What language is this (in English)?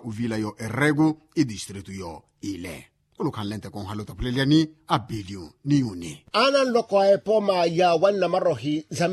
Makhuwa